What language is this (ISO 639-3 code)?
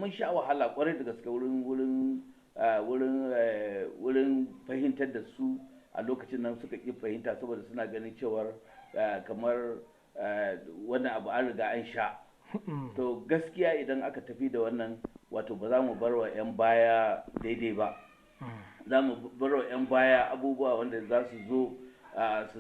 hau